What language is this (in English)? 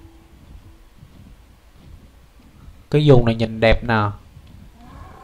Vietnamese